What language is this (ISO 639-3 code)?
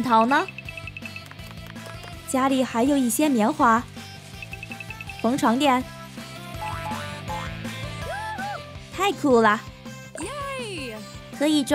zho